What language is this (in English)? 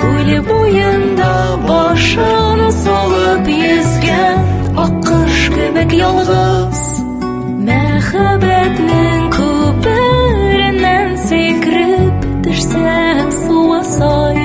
Tatar